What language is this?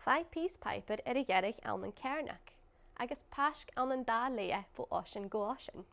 Irish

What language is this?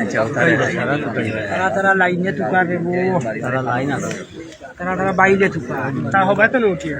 Sylheti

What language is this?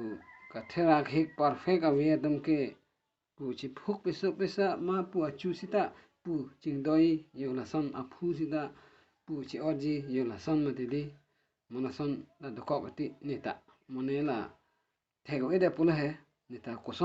Karbi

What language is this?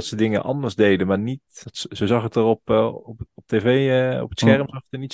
Dutch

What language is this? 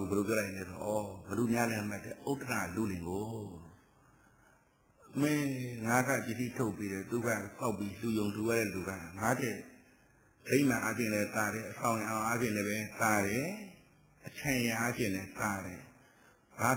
Burmese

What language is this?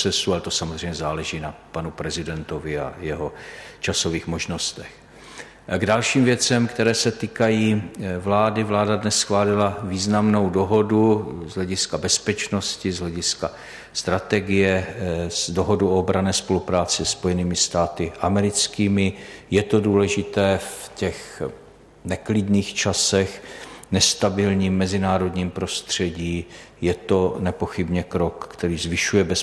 Czech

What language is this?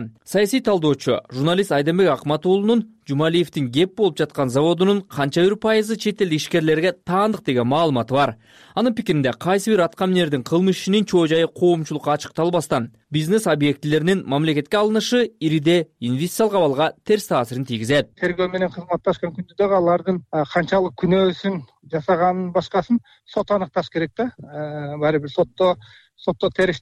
Kyrgyz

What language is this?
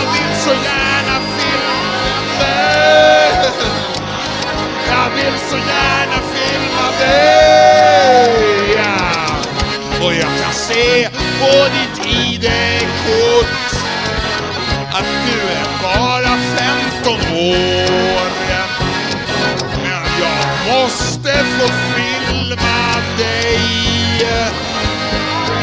Swedish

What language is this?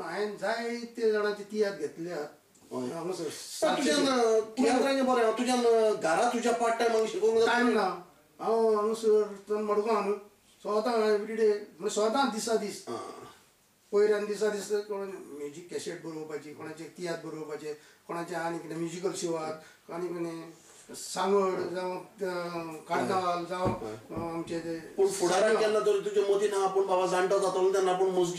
Konkani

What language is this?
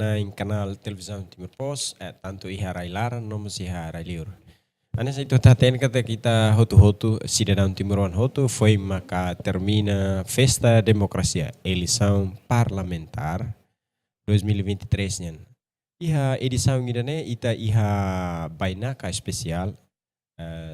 Tetum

